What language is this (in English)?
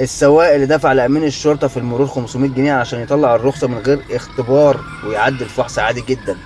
Egyptian Arabic